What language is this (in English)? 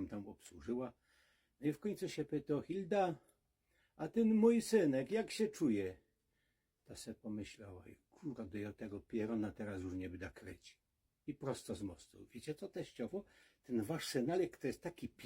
Silesian